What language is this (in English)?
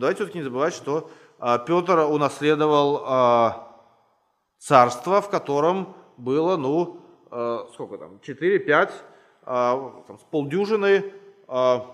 Russian